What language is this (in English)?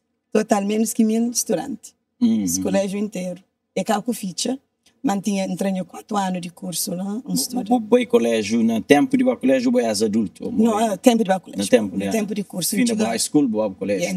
Kabuverdianu